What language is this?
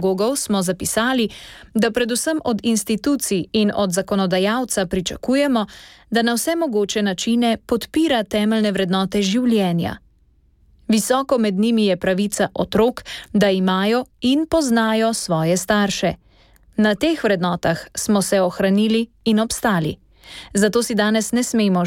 Slovenian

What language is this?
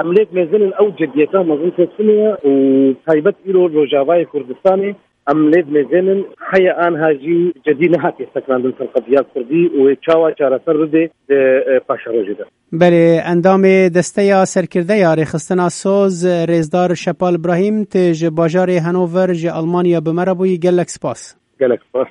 Kurdish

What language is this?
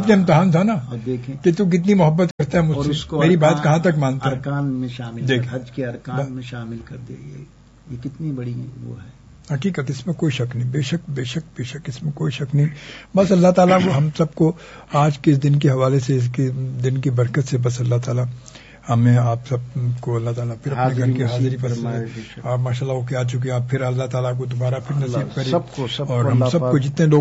Urdu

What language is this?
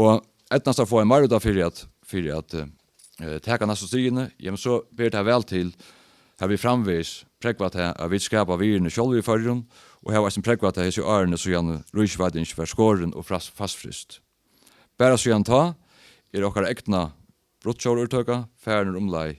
Faroese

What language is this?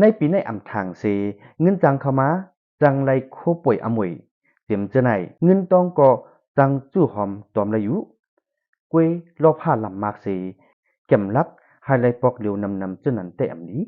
Shan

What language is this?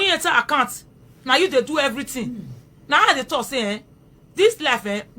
Nigerian Pidgin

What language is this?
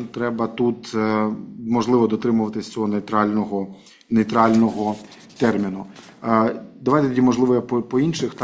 Ukrainian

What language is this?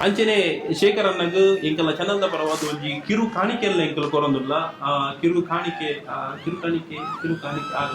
Tulu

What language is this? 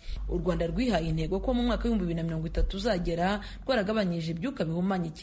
Kinyarwanda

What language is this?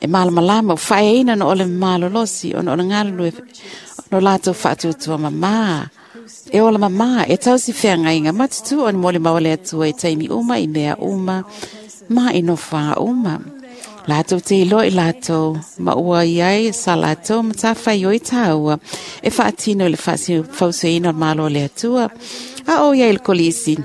Samoan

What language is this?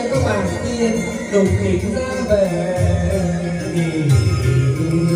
Vietnamese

